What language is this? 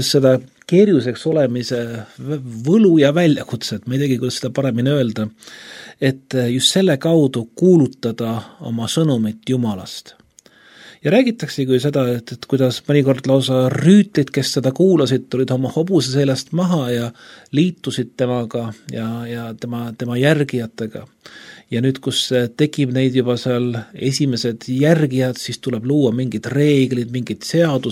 Estonian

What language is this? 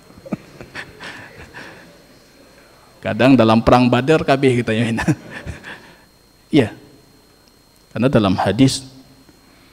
Indonesian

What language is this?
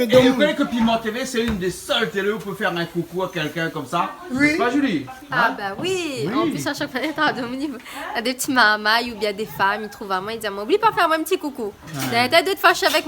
Réunion Creole French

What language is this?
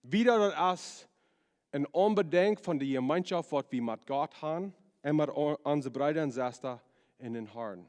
Plautdietsch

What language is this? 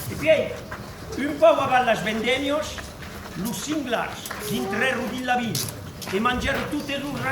Occitan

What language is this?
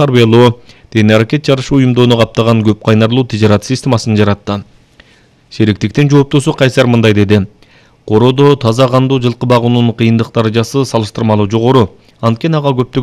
Kyrgyz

